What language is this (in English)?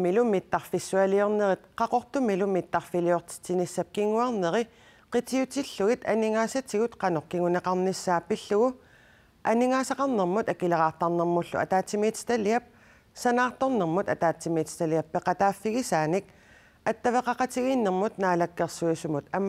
Kalaallisut